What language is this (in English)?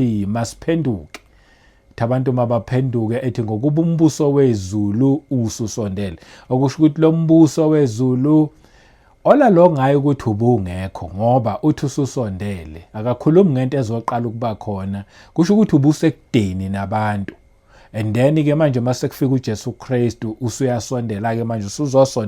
Zulu